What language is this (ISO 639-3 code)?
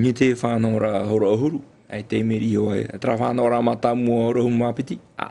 tah